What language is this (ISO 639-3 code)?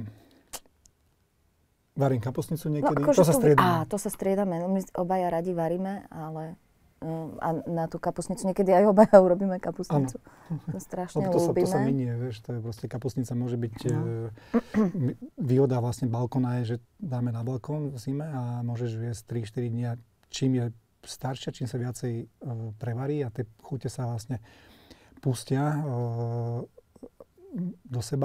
slk